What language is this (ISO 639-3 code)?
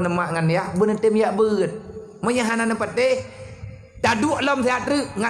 ace